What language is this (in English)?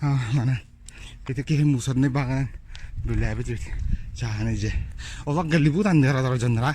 Yakut